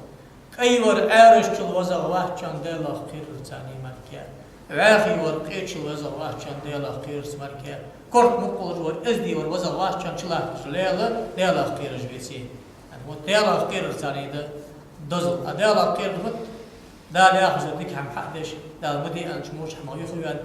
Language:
Ingush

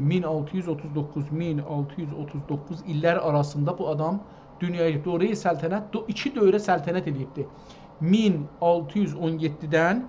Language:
South Azerbaijani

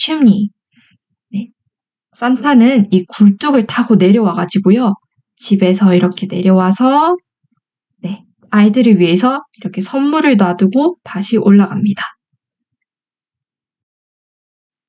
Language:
Korean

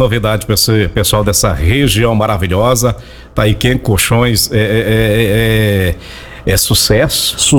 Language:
Portuguese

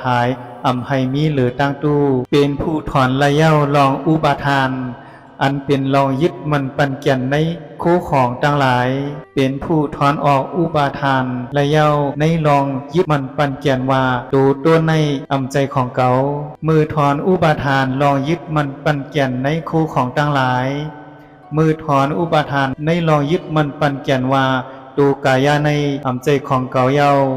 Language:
Shan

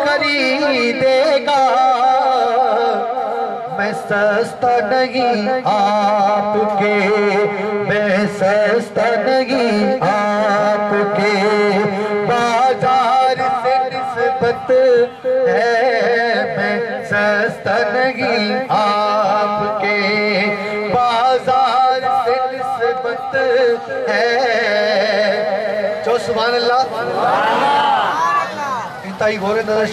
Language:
Urdu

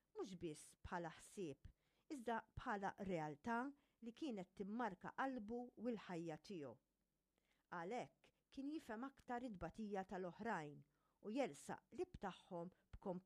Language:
Maltese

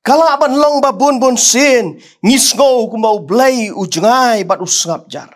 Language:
Khasi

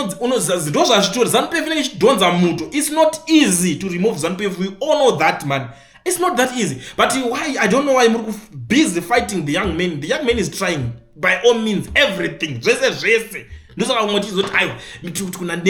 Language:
Shona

